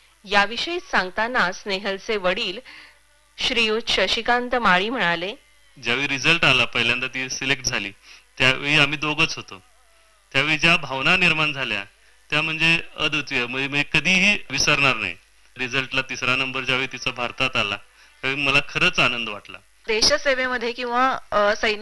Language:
Marathi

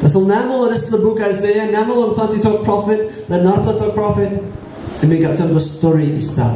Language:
Tok Pisin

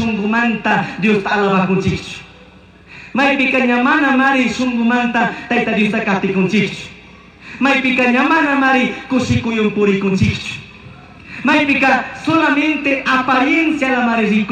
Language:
Chimborazo Highland Quichua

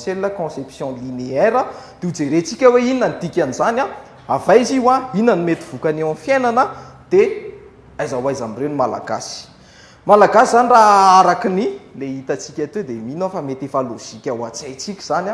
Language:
Malagasy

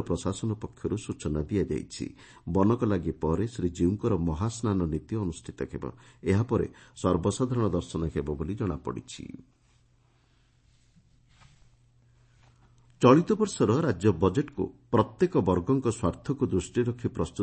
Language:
Odia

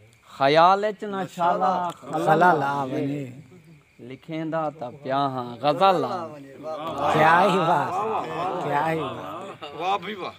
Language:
Saraiki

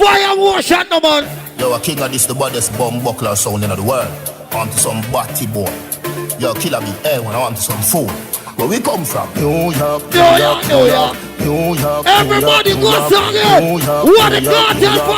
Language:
Jamaican Creole English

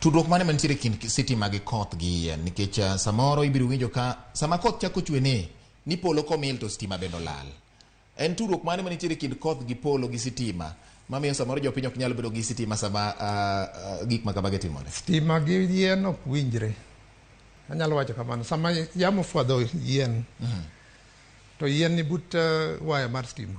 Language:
Luo (Kenya and Tanzania)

